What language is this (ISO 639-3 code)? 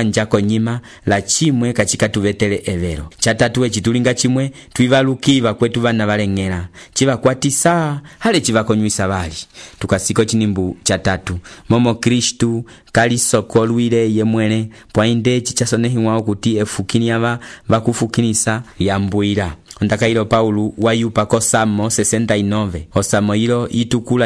umb